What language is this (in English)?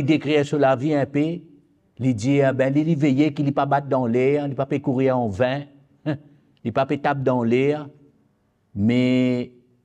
Morisyen